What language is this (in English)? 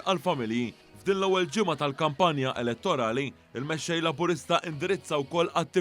Maltese